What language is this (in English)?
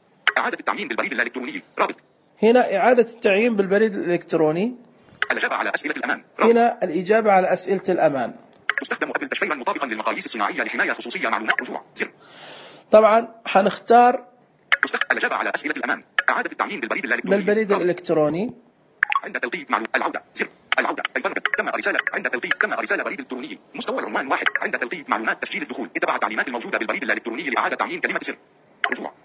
Najdi Arabic